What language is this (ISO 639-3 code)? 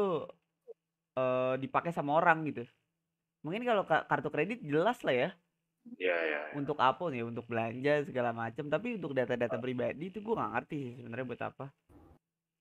ind